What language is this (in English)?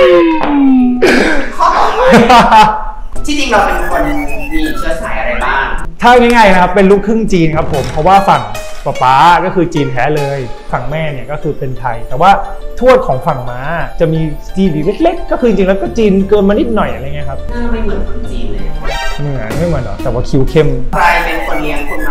Thai